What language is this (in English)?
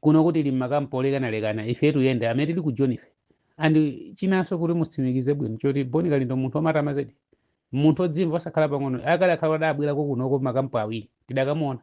Nyanja